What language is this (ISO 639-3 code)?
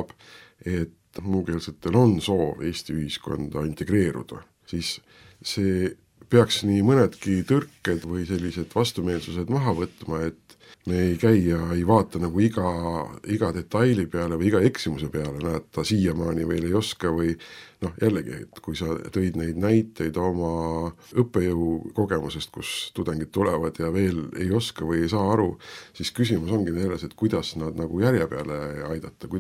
est